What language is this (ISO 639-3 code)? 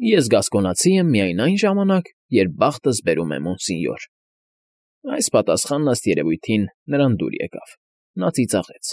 hye